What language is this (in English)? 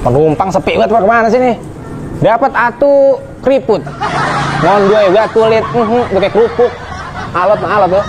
Betawi